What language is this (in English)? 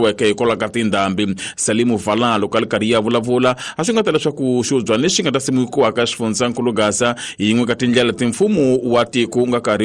Tsonga